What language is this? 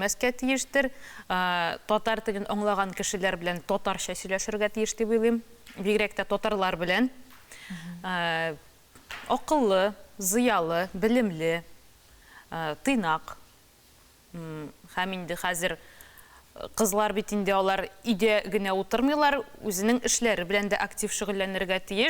Tatar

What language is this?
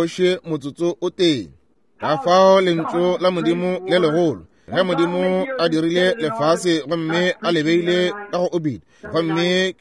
Northern Sotho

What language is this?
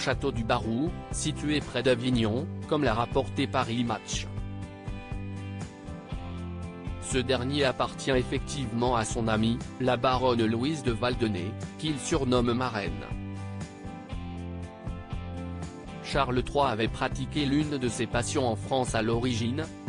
French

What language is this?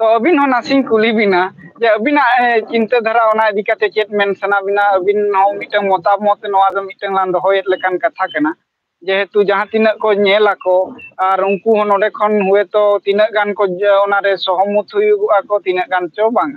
Santali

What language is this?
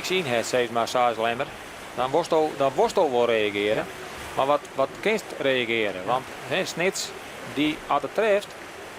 Western Frisian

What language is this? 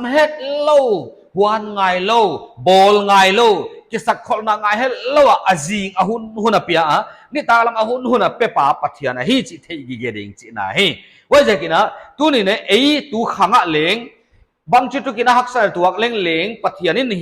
Paite Chin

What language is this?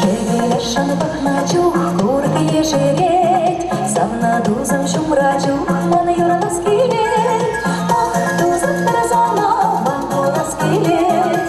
Chuvash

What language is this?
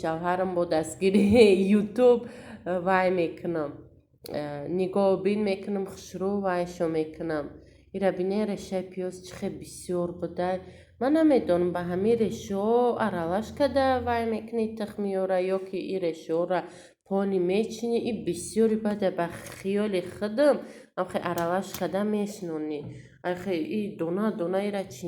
Tajik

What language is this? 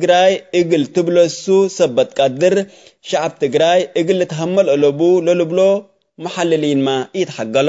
Tigre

